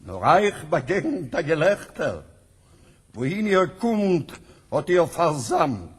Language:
Yiddish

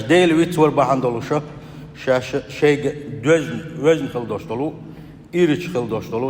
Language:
Chechen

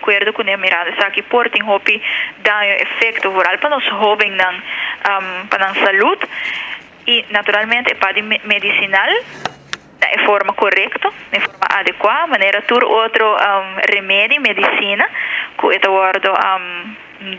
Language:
Papiamento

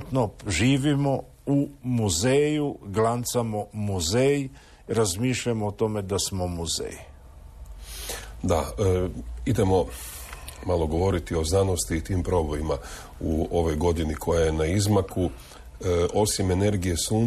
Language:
Croatian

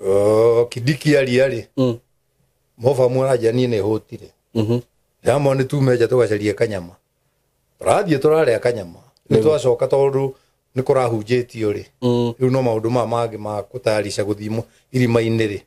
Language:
Kikuyu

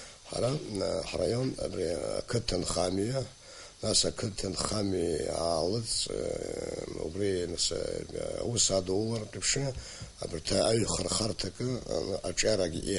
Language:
Abkhazian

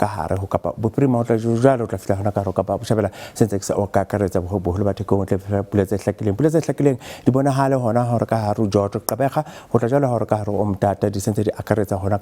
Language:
Southern Sotho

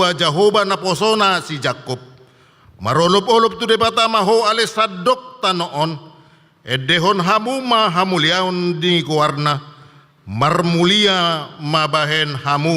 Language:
Batak Toba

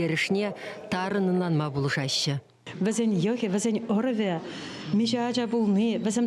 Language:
Chuvash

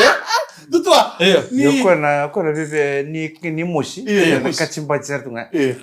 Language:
Fijian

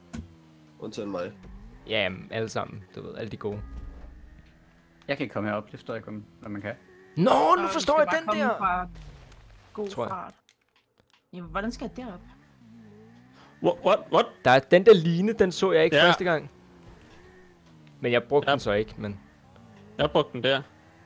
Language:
Danish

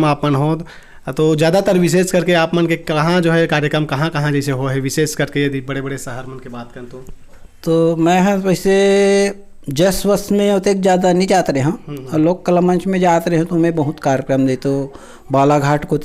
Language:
Chhattisgarhi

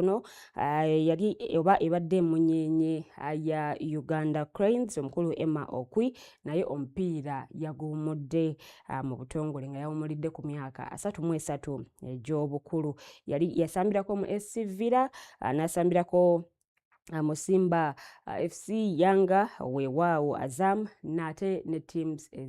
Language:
Ganda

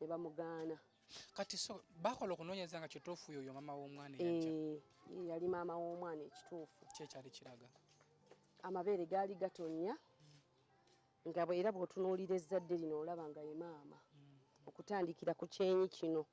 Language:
Ganda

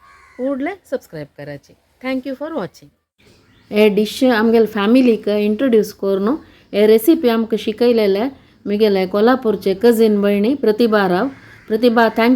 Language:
Konkani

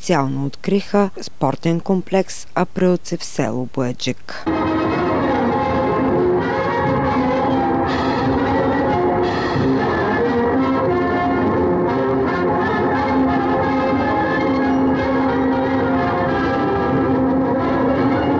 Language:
Bulgarian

